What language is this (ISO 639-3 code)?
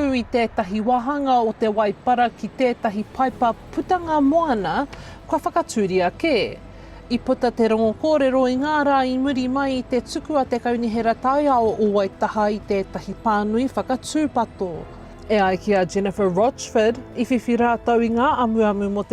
mri